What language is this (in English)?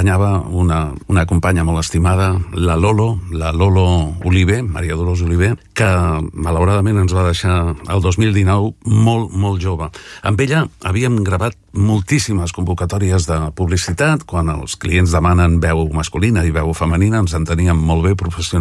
Catalan